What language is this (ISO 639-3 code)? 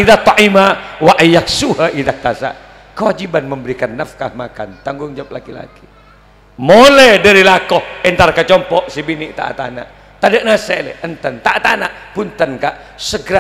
mad